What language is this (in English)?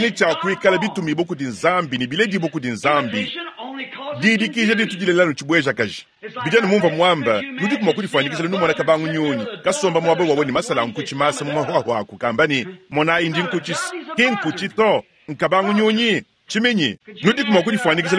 Luba-Lulua